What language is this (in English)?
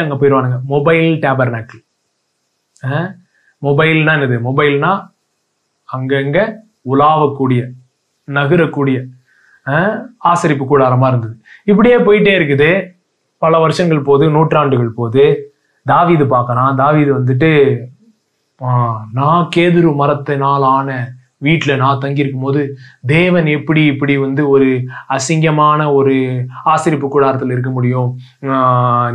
Tamil